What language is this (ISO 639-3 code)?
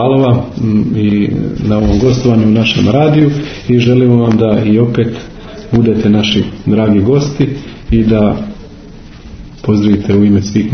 hrv